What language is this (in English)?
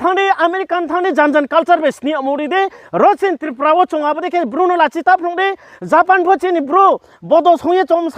Riang (India)